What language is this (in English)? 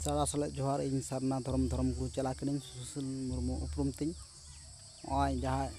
Santali